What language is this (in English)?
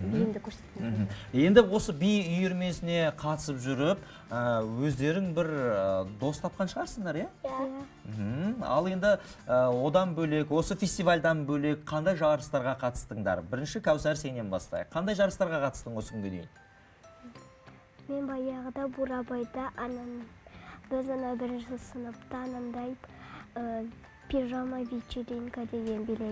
Kazakh